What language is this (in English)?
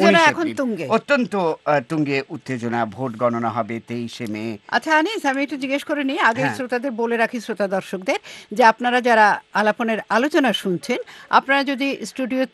Bangla